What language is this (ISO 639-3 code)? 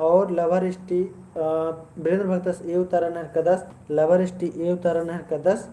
kru